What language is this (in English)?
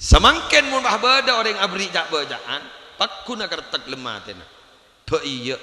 Madurese